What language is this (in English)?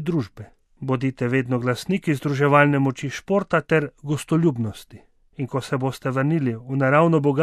Slovenian